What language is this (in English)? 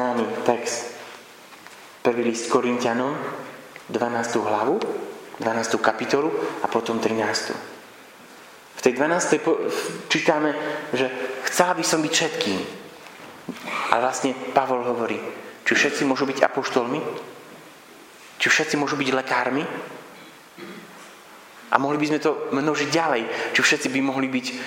Slovak